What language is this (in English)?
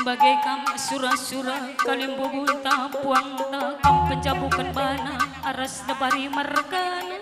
Batak Karo